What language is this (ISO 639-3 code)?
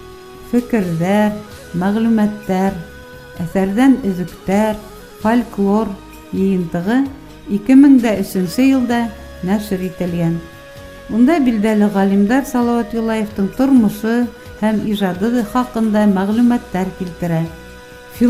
bak